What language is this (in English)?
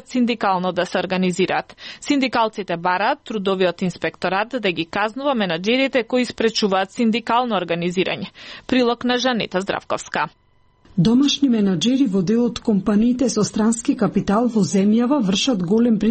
Macedonian